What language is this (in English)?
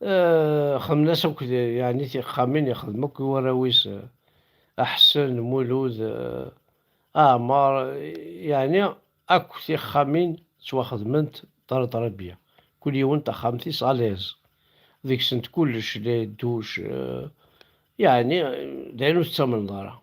Kabyle